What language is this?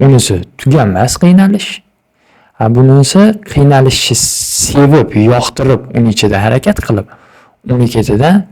Uzbek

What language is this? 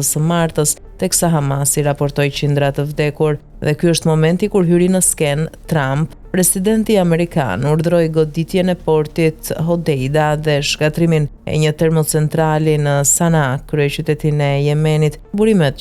Albanian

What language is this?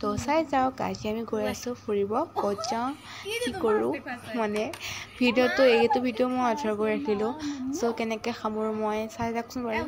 Assamese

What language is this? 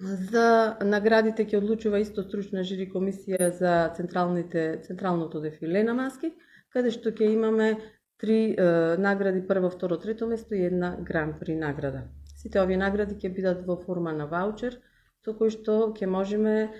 Macedonian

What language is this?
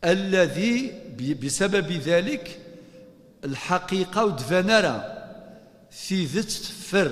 Kabyle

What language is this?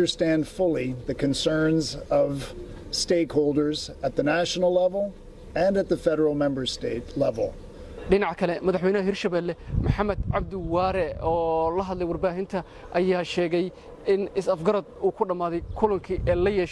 Somali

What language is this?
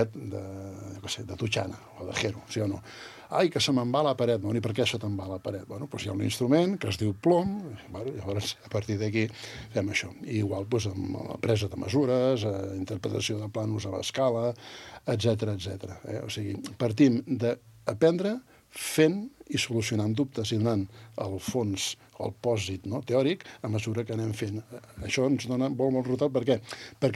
Catalan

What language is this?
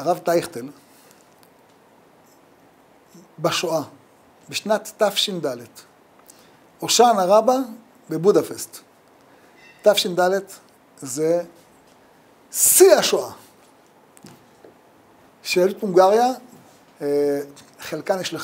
Hebrew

